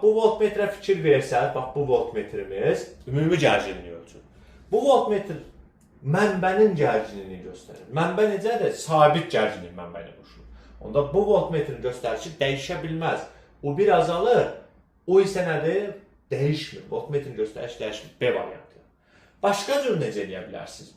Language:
Azerbaijani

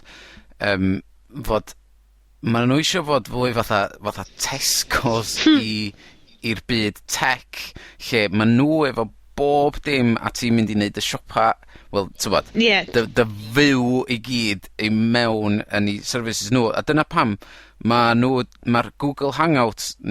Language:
Welsh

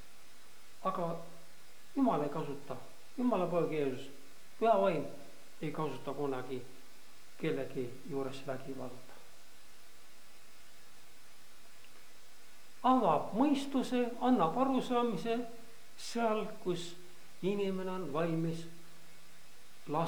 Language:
Estonian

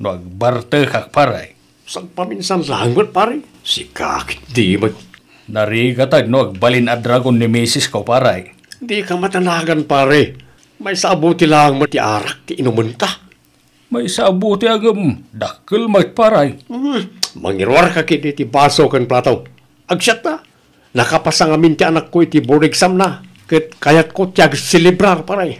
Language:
Iloko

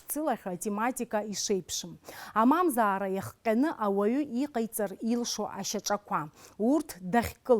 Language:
Abkhazian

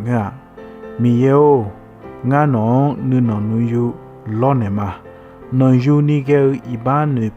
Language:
Akha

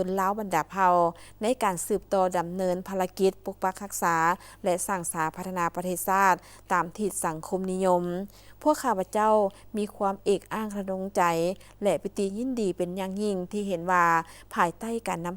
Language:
Lao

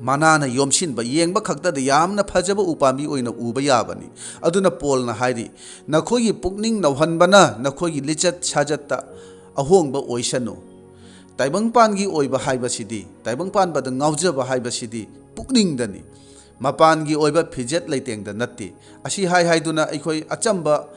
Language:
Manipuri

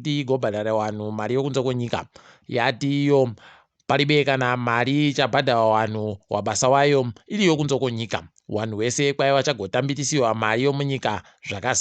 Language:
Ndau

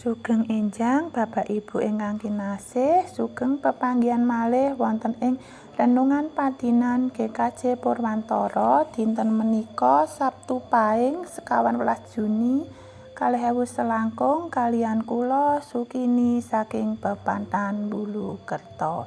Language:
Javanese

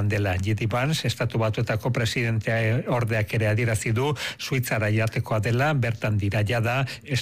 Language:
Basque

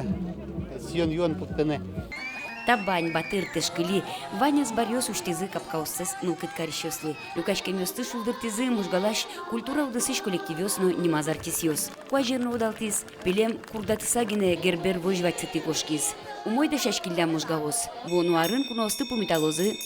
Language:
Udmurt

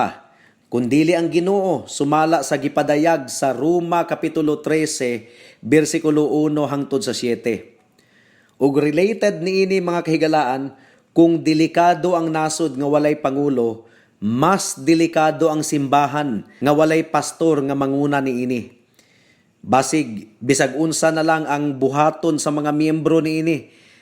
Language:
Cebuano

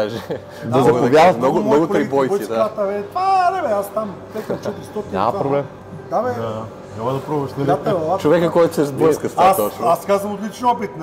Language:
Bulgarian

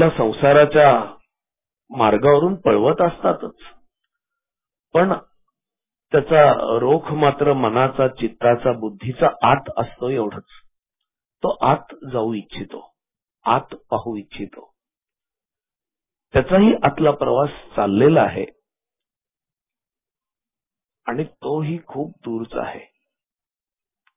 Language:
Marathi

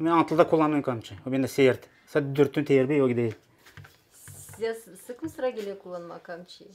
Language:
Gagauz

